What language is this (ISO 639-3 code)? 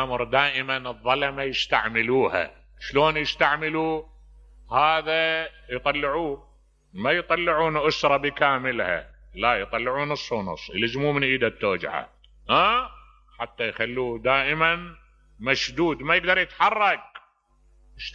acm